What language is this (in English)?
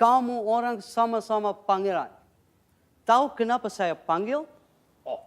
Banjar